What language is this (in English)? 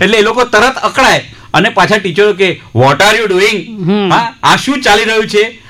Gujarati